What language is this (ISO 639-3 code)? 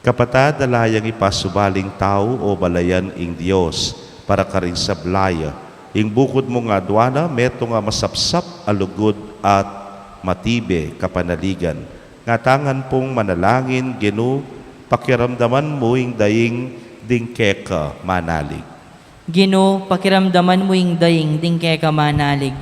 pam